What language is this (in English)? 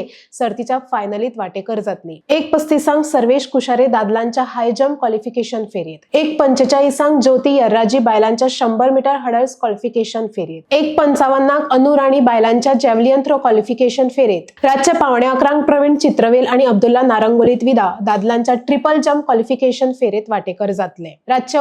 Konkani